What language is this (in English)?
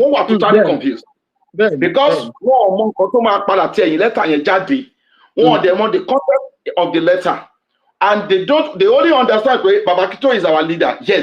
Yoruba